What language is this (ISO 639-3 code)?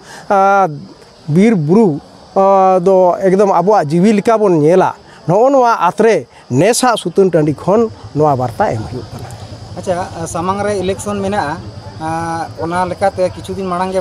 sat